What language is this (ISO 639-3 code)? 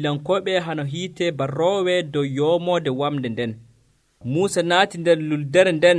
fuv